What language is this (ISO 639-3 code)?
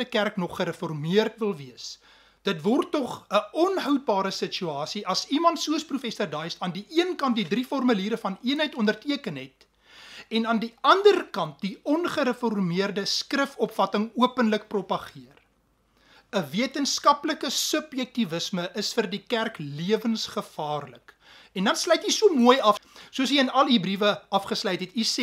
afr